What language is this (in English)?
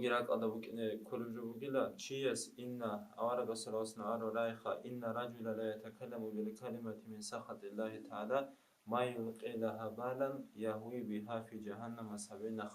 Avaric